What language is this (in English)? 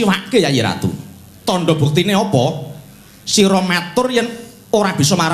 Javanese